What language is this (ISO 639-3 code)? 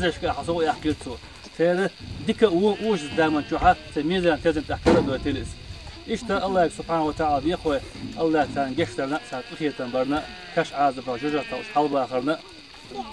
che